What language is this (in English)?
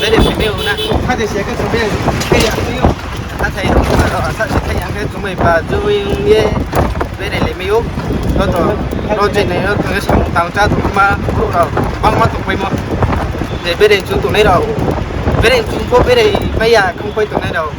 Riang (India)